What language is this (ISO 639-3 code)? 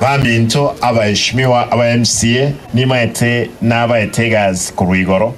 guz